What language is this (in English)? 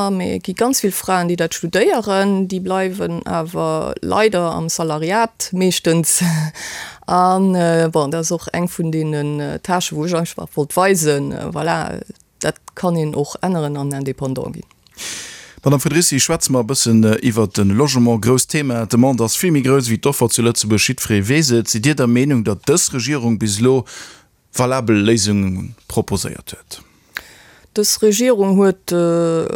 Luxembourgish